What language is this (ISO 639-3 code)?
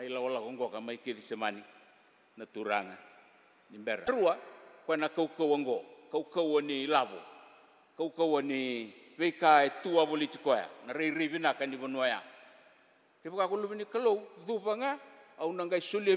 fij